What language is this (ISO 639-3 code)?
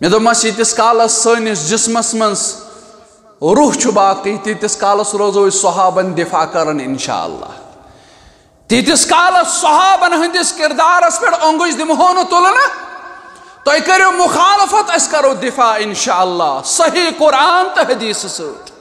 kas